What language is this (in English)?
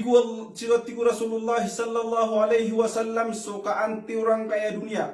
Maranao